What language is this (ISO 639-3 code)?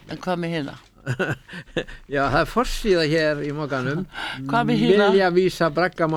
isl